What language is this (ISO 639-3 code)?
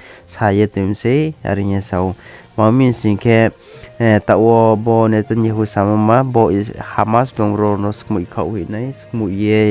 ria